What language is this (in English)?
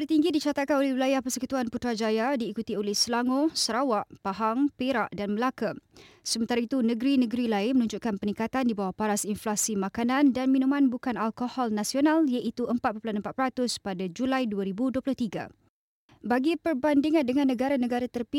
Malay